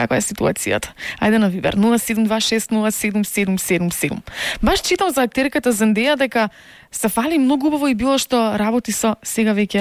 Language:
Macedonian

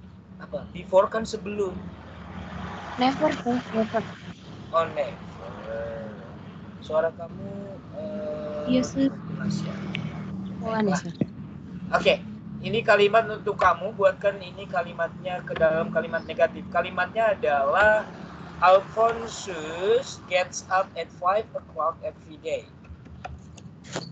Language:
Indonesian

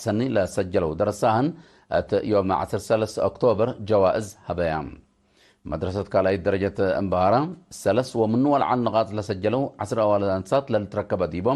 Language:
Tigre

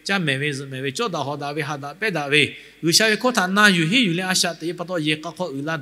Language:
Lahu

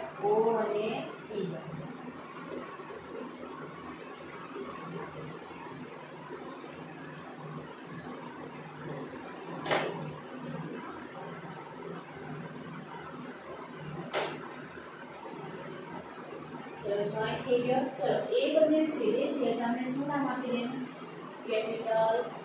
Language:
Gujarati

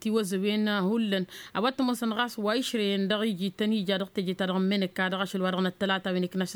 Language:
Tamasheq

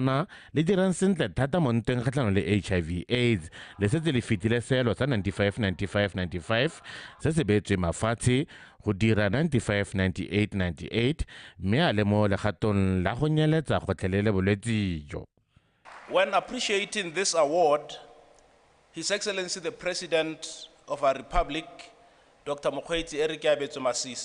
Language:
Tswana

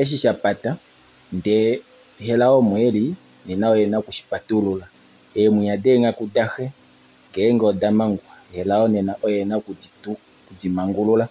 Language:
Kuanyama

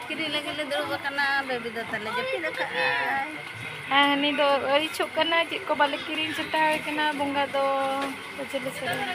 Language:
Santali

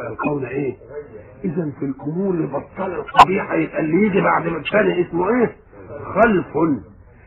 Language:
Egyptian Arabic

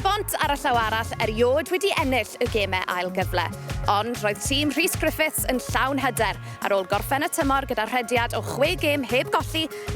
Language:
Welsh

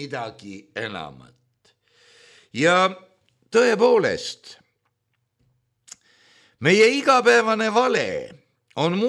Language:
Estonian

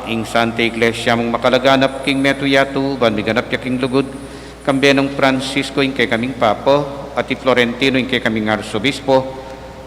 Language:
Pampanga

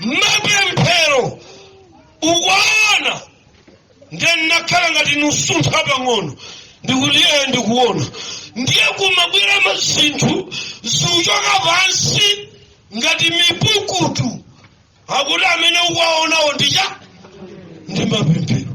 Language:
Nyanja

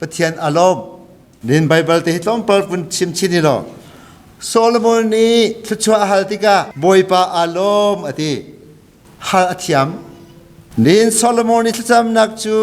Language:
Hakha Chin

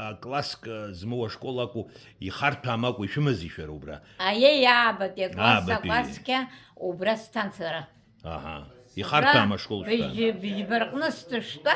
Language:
Abkhazian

